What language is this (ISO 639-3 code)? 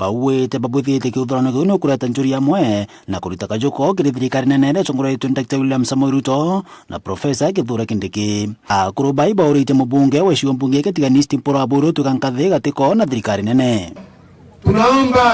mer